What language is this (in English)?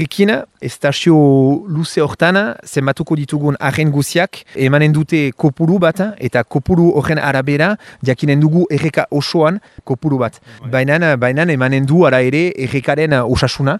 Basque